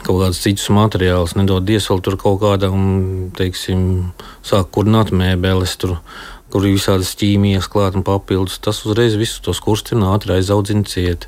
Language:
Latvian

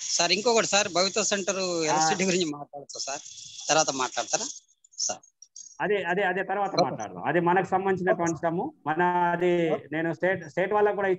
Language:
Telugu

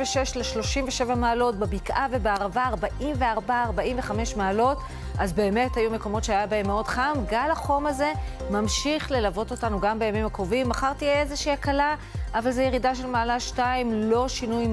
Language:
Hebrew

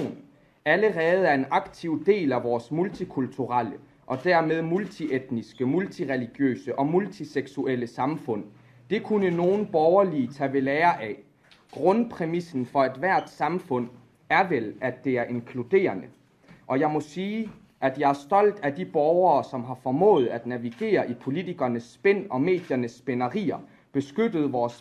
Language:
Danish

